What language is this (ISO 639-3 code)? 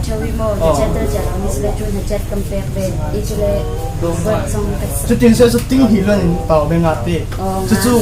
cfm